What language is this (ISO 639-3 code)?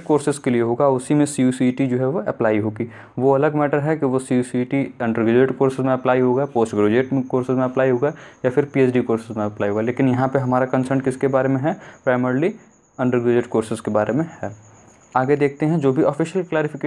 hin